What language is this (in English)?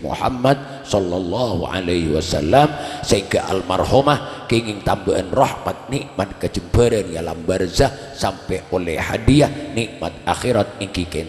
Madurese